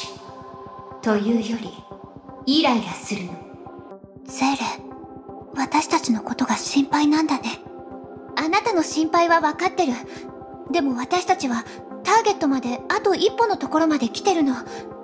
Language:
Japanese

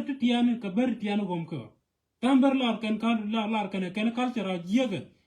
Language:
Nuer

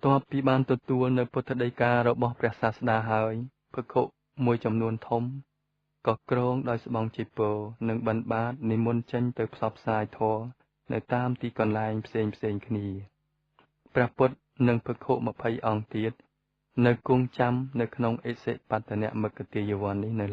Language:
Khmer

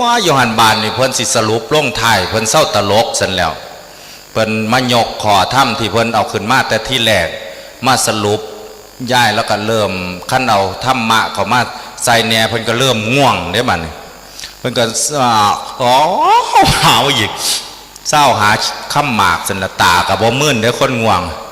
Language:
Northeastern Thai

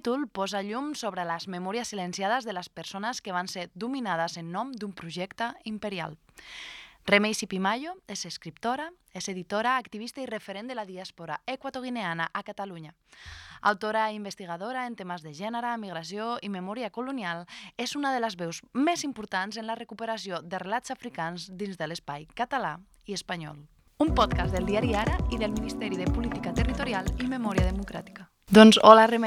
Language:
Catalan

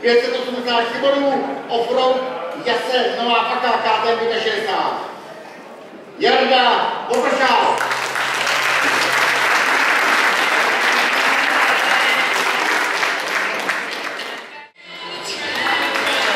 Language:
Czech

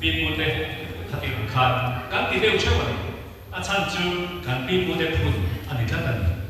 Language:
Mizo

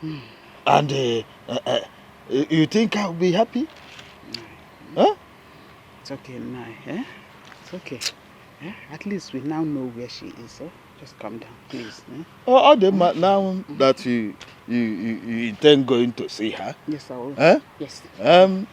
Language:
Nigerian Pidgin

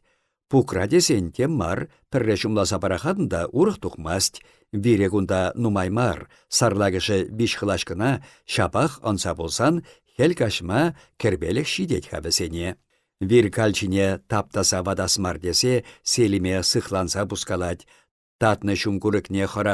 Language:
Chuvash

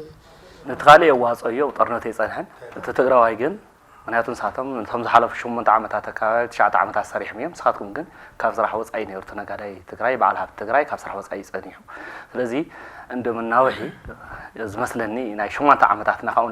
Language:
Tigrinya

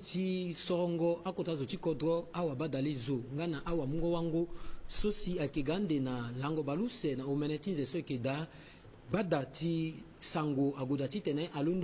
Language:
Sango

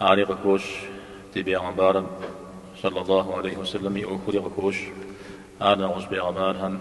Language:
Kabardian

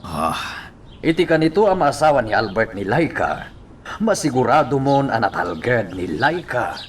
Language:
Iloko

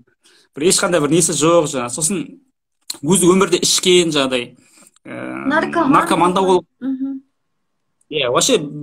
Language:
Kazakh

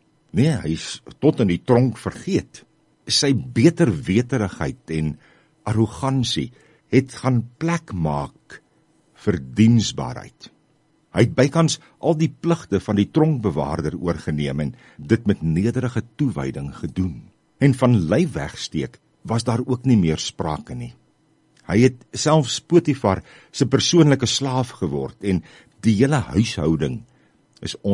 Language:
Afrikaans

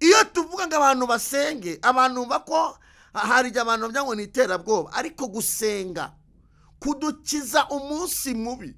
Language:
Kinyarwanda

